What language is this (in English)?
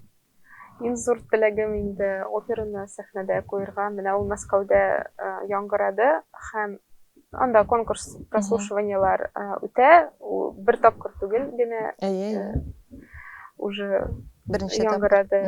Tatar